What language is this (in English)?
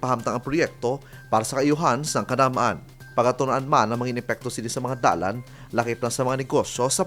Hiligaynon